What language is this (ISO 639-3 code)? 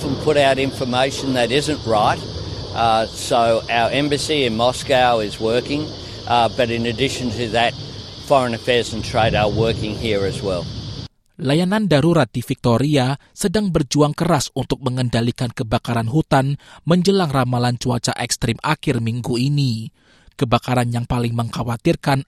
ind